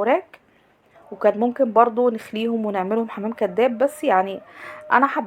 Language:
Egyptian Arabic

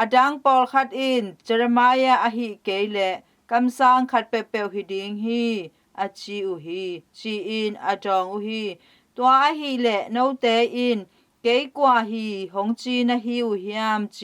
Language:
Tedim Chin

